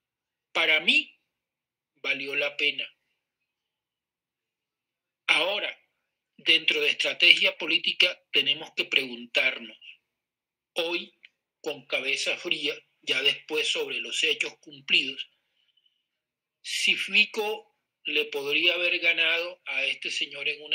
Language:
Spanish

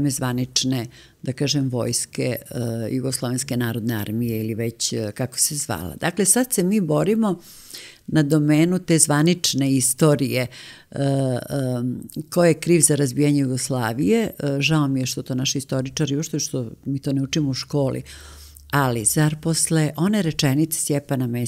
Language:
Serbian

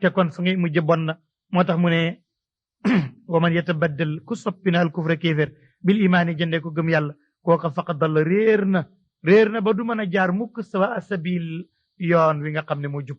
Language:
Wolof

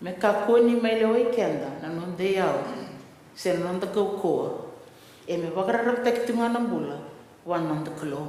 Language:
Fijian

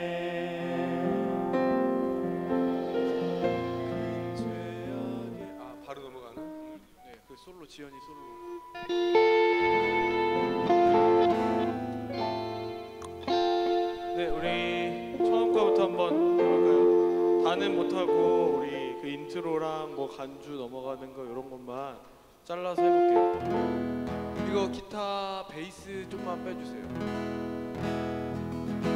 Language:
Korean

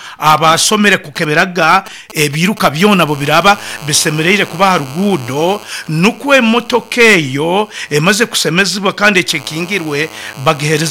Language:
Nyoro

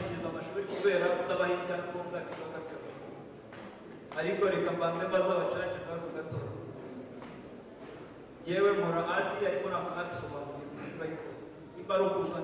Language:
Kinyarwanda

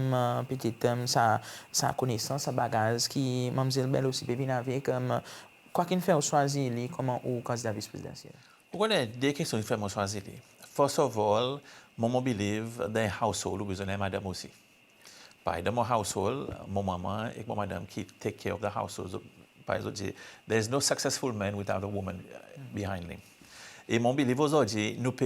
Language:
Seselwa Creole French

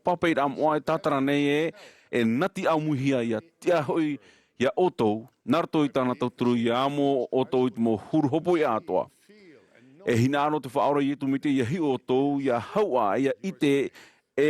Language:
Tahitian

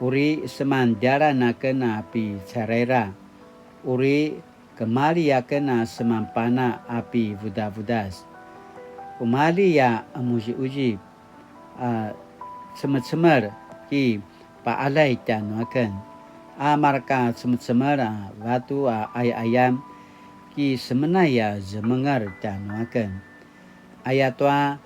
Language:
Paiwan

